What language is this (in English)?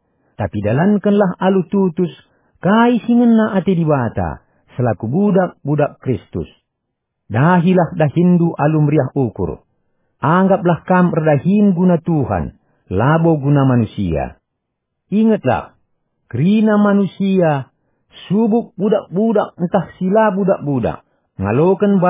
Batak Karo